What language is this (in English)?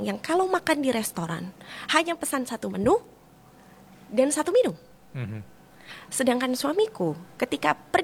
Indonesian